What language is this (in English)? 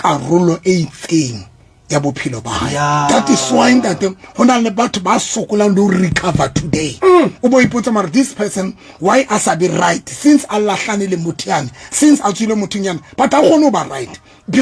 Southern Sotho